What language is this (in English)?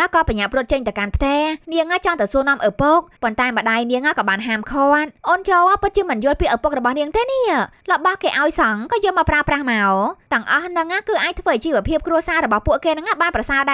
Khmer